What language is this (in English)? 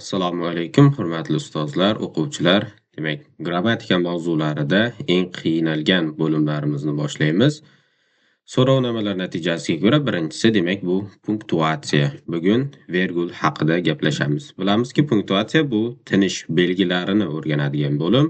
Uzbek